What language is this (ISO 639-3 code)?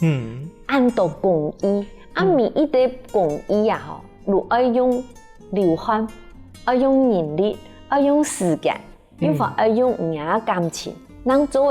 hak